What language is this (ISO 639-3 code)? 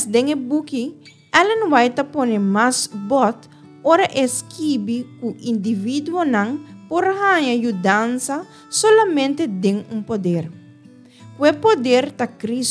pap